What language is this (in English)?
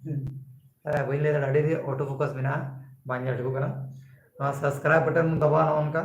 Santali